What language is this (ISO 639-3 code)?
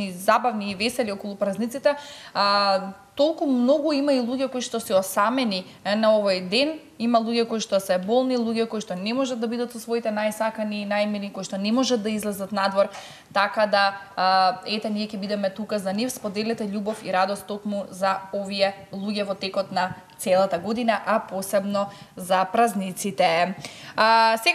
mkd